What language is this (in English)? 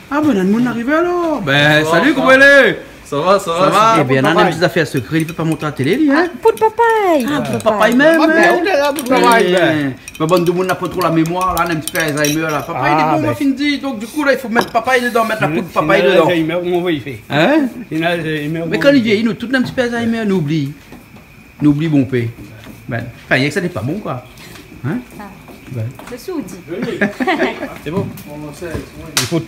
Réunion Creole French